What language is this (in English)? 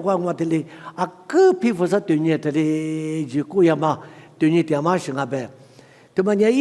Lisu